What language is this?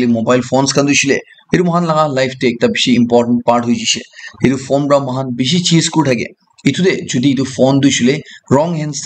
Naga Pidgin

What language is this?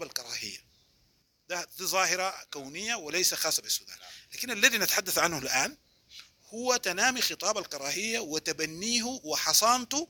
Sudanese Arabic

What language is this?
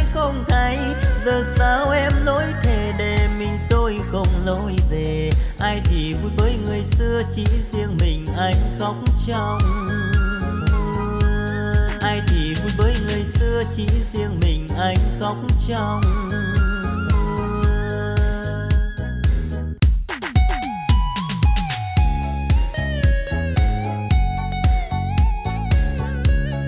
Vietnamese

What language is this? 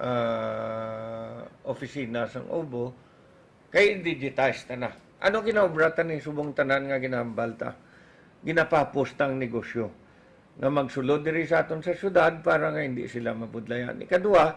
Hiligaynon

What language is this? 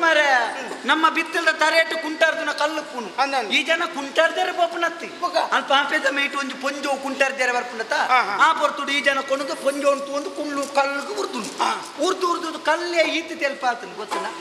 Tulu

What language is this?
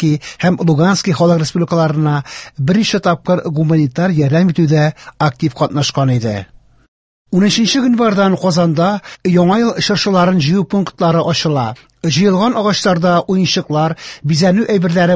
Tatar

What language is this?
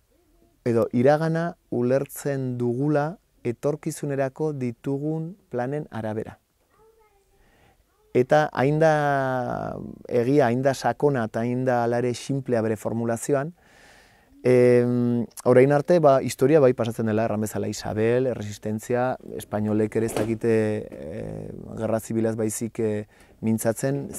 Basque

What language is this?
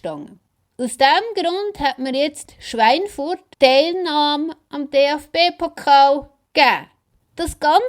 Swiss German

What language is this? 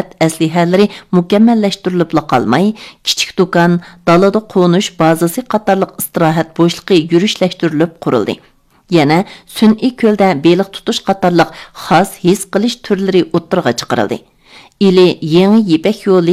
Uyghur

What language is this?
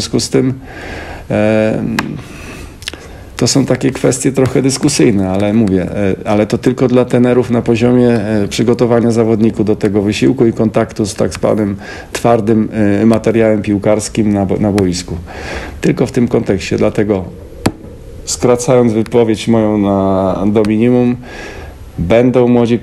Polish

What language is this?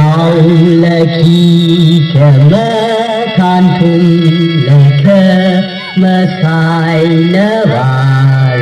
Tangkhul Naga (India)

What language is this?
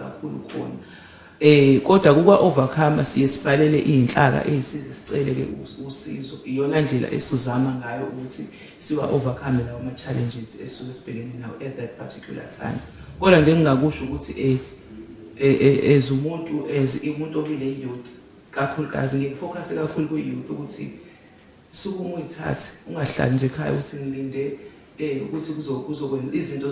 Zulu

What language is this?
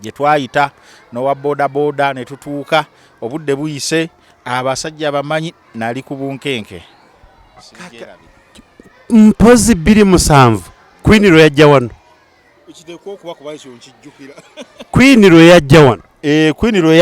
Ganda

